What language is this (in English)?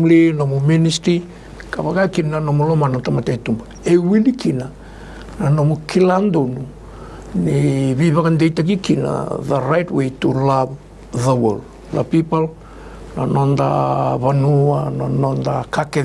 Fijian